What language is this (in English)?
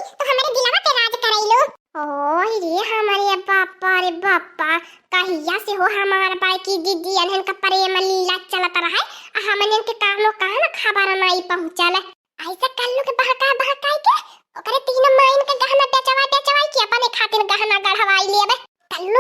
Awadhi